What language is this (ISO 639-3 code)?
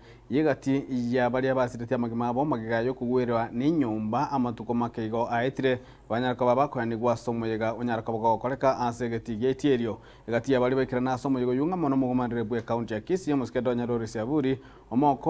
guz